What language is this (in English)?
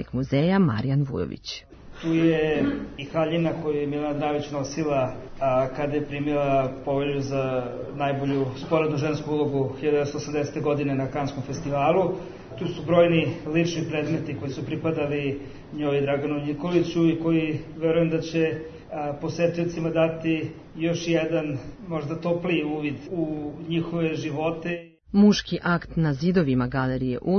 Serbian